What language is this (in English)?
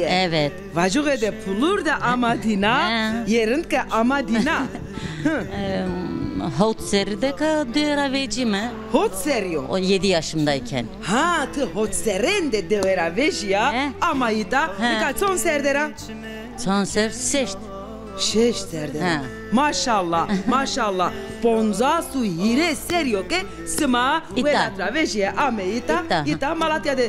Zaza